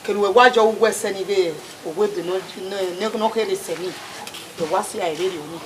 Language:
Bini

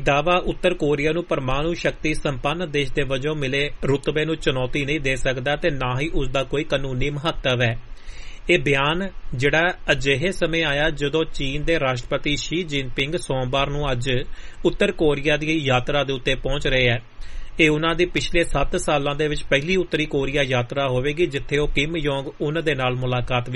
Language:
Punjabi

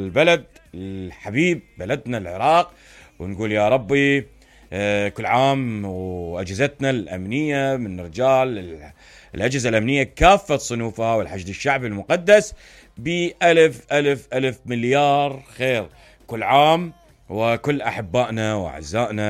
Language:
Mesopotamian Arabic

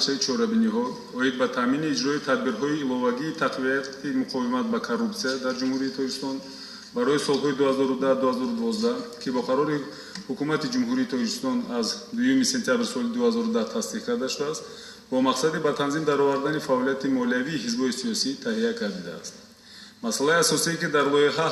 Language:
Tajik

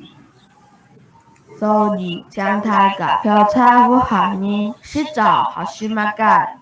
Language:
Hakka Chinese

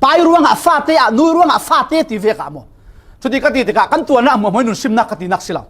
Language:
Falam Chin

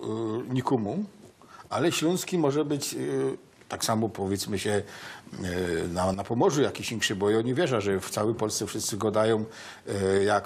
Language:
Silesian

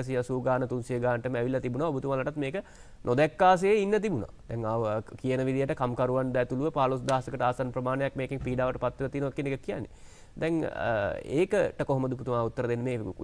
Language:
Sinhala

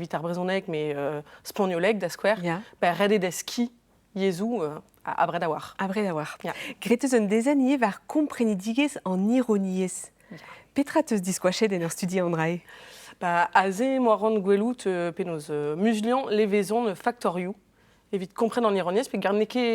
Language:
Breton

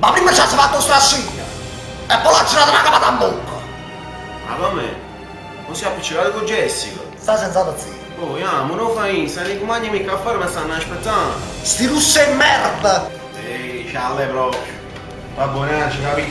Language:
Neapolitan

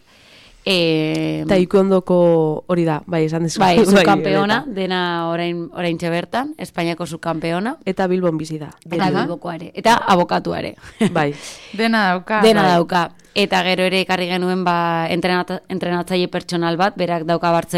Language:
Basque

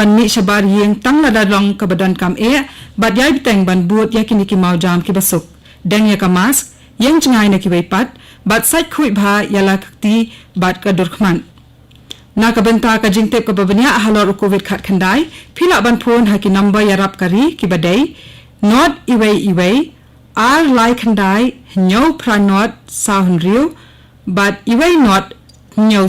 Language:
Khasi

